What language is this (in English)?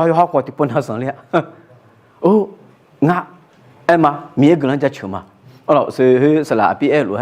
Akha